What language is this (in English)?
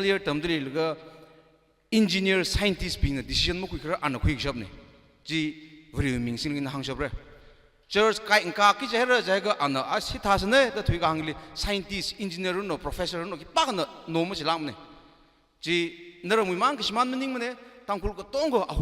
Tangkhul Naga (India)